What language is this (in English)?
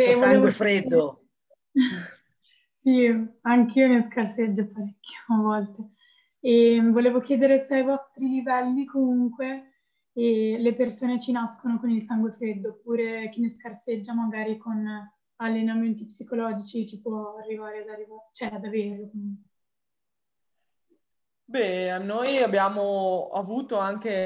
Italian